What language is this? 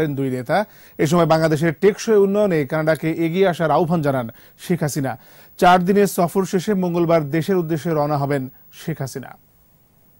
Bangla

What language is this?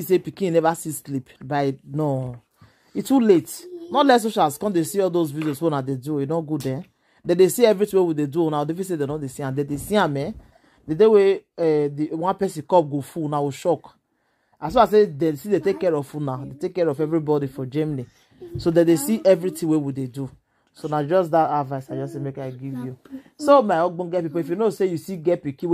Nigerian Pidgin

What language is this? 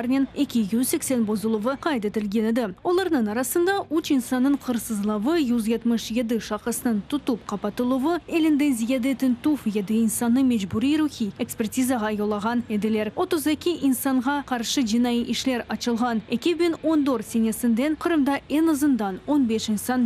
Crimean Tatar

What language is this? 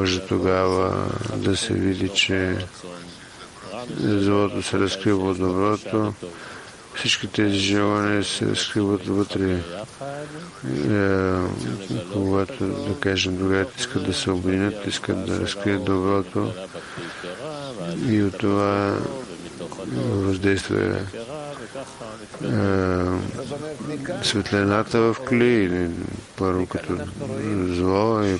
Bulgarian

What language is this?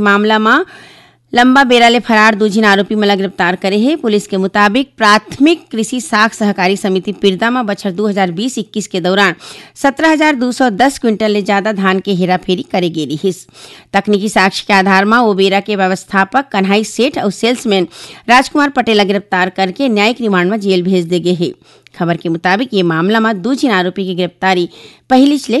Chhattisgarhi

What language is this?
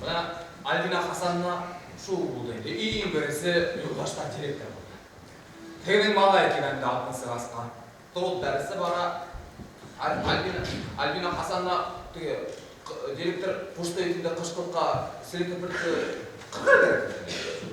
Bashkir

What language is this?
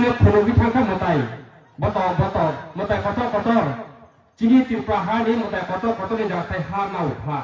Kok Borok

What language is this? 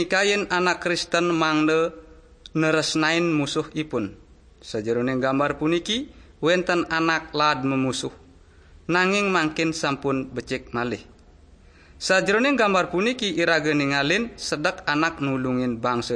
Balinese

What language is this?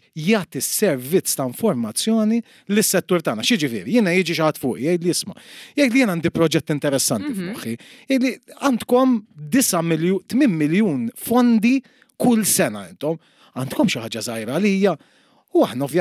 Maltese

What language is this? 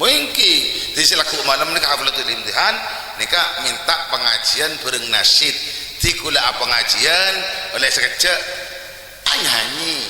Madurese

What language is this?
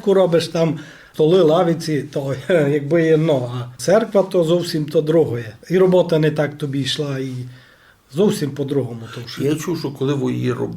Rusyn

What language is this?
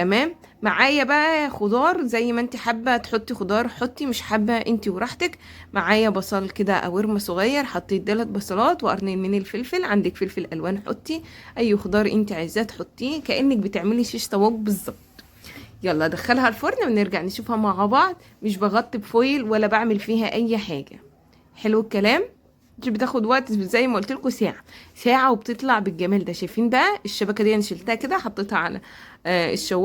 Egyptian Arabic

